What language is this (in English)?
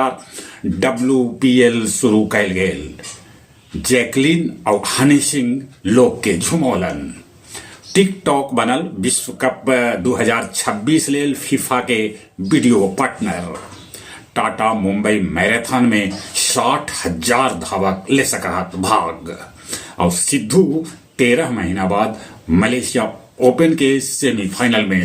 Magahi